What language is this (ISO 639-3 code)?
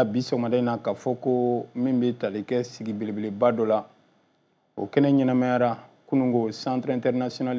bam